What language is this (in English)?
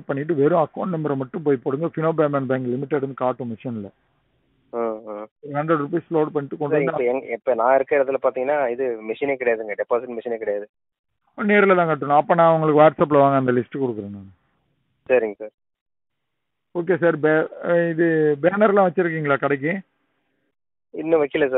Tamil